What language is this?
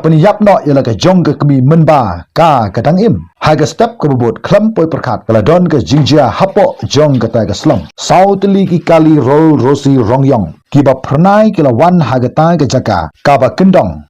Khasi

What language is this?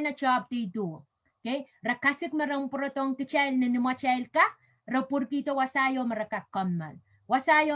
Pohnpeian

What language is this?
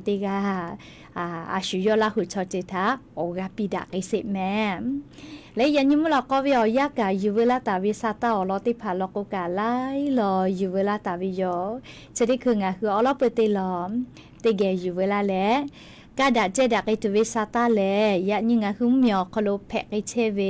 Lahu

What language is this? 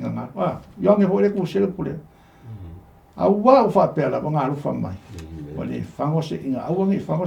Samoan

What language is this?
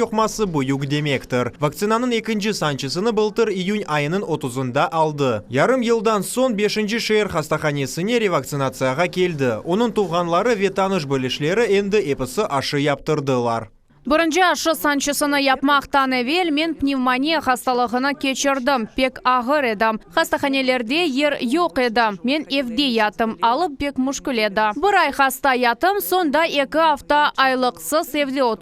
Crimean Tatar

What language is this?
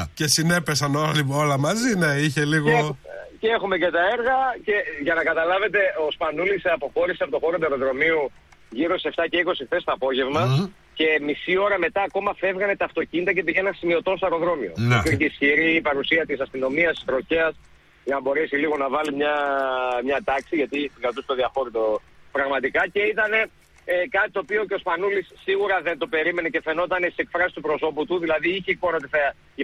Greek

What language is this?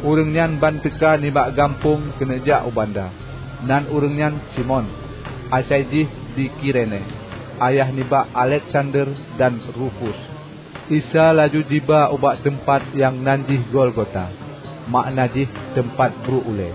Achinese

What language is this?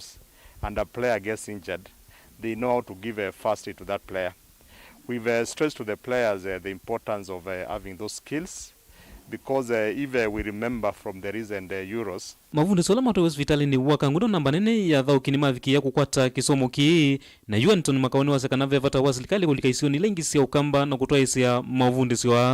Kamba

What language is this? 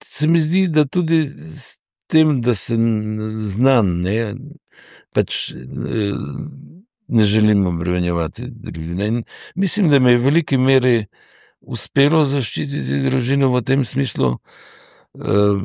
Slovenian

